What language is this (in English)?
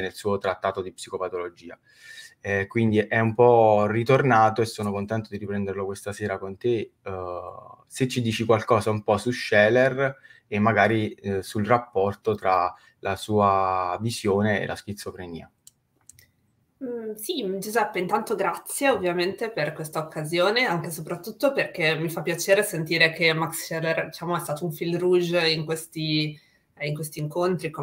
Italian